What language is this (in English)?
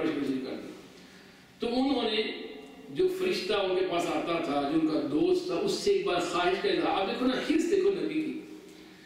Urdu